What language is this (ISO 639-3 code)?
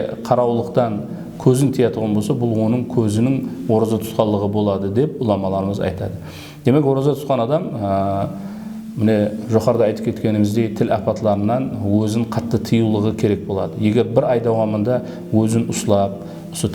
kaa